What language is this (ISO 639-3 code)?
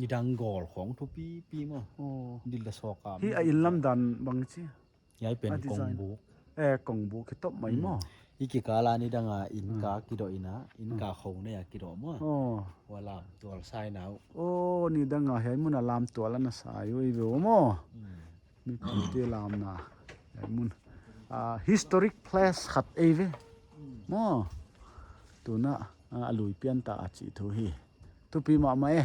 pck